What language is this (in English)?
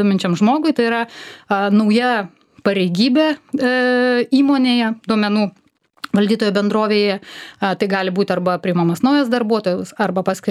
Lithuanian